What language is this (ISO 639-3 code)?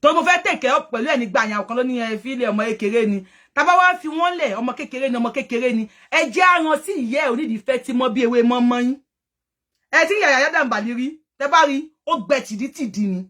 yor